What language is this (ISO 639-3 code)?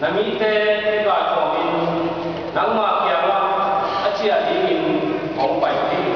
ctd